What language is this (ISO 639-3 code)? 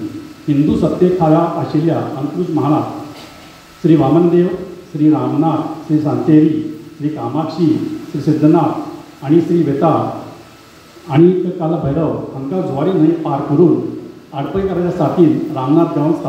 kok